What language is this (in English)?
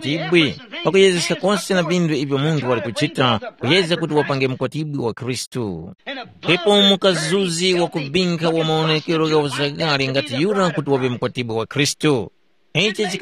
Tumbuka